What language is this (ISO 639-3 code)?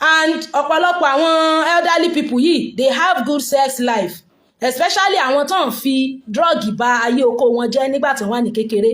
yor